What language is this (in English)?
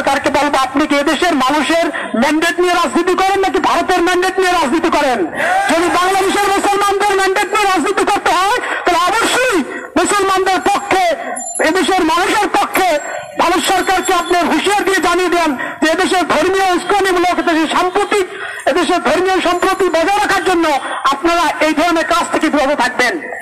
Bangla